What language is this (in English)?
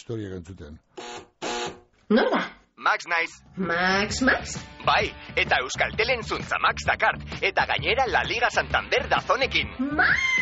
Basque